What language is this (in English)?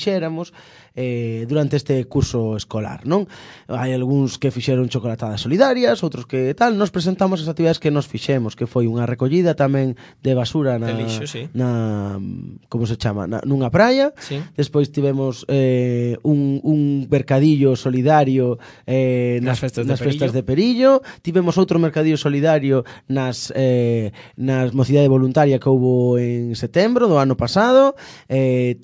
Galician